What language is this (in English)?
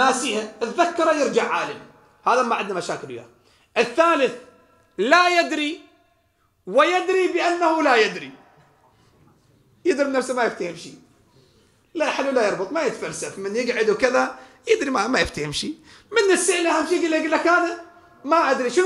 Mesopotamian Arabic